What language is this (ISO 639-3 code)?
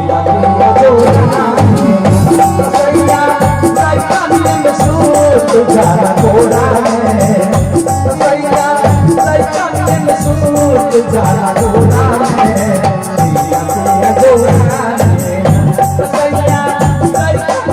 mai